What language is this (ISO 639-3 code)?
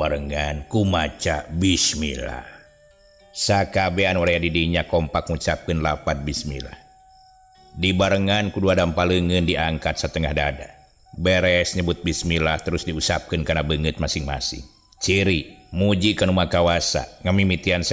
sun